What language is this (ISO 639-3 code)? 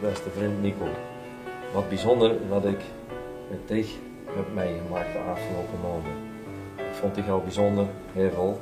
lim